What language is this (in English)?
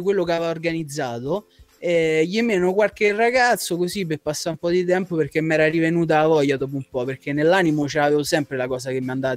Italian